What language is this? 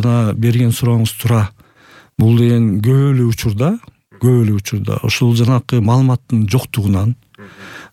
Kyrgyz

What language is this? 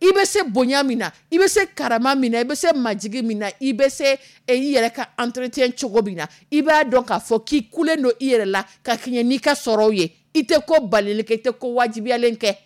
Dyula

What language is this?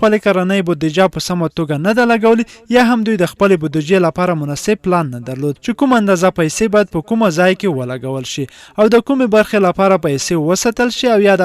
Pashto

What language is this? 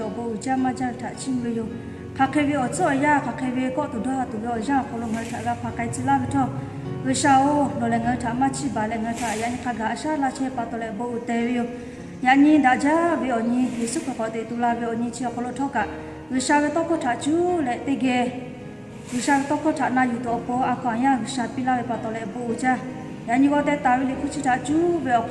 Lahu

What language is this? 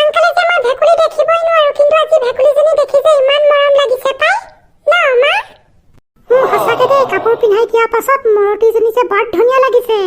Assamese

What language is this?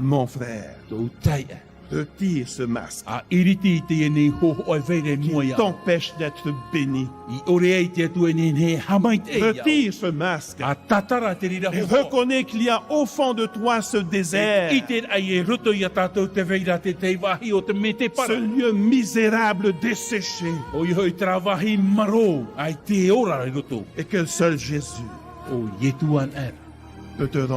Tahitian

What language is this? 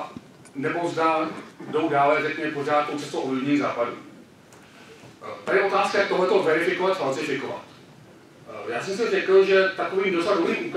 Czech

